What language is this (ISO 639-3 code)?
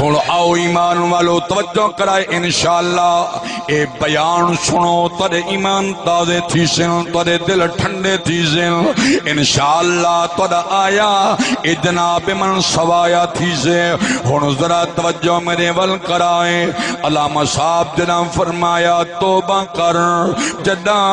skr